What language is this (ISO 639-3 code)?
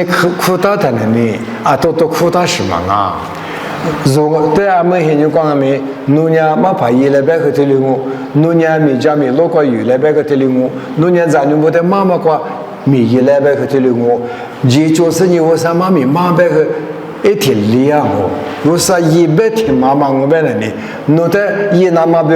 lis